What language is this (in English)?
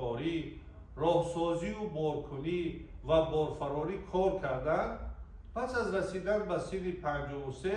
Tajik